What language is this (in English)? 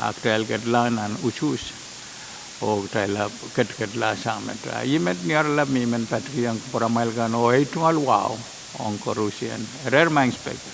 Pohnpeian